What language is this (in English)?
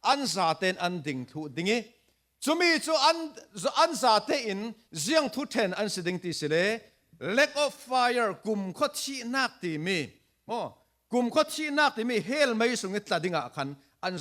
Falam Chin